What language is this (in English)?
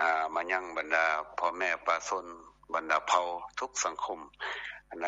Lao